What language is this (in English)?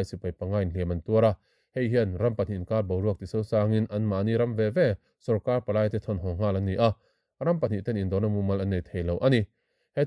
Mizo